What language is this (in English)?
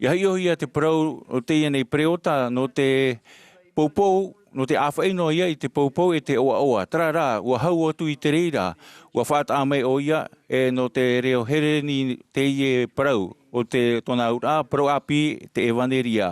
Tahitian